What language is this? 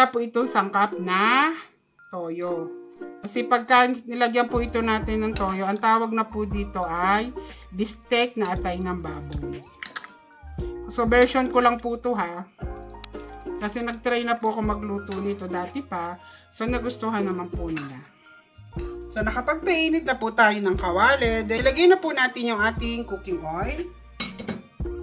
Filipino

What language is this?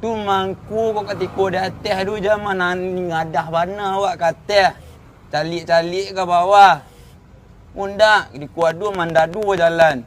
Minangkabau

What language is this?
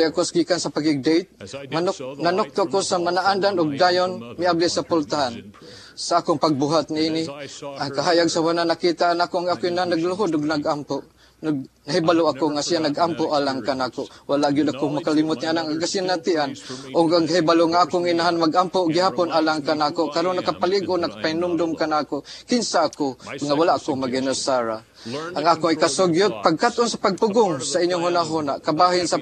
Cebuano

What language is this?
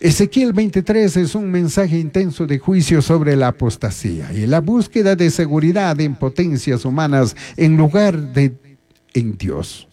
Chimborazo Highland Quichua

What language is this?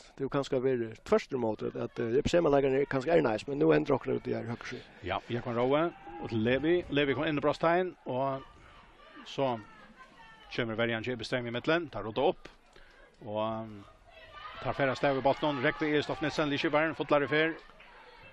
Faroese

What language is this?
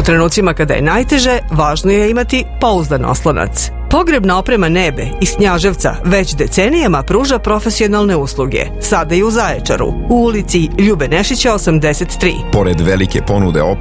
Serbian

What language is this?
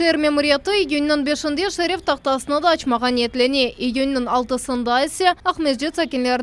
Crimean Tatar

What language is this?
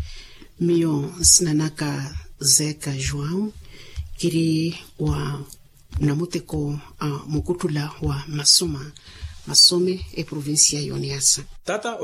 Makhuwa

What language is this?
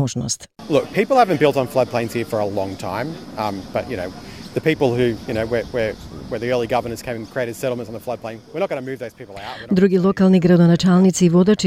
Macedonian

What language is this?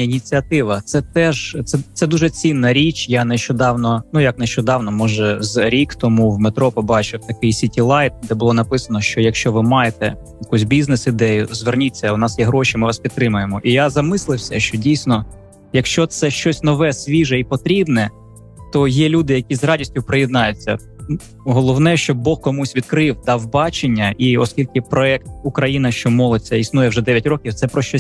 Ukrainian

